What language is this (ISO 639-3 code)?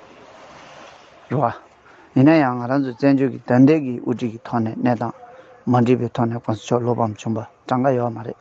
bod